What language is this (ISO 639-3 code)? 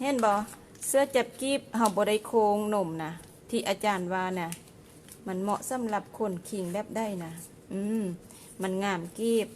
lao